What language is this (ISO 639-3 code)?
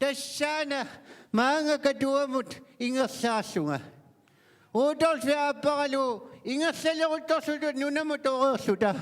kal